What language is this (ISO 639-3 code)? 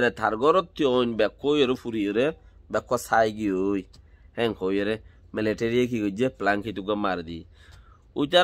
rhg